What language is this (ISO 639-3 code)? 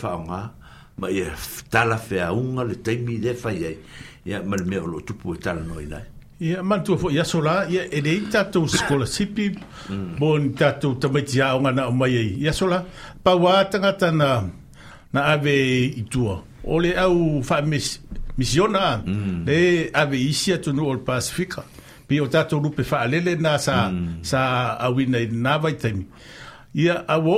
smo